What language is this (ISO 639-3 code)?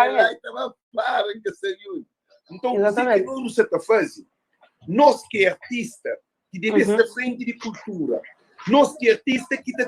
kea